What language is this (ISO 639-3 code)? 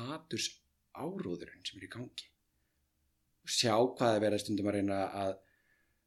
isl